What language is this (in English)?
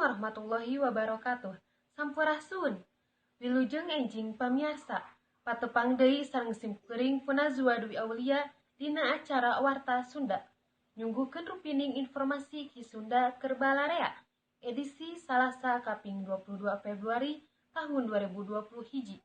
Sundanese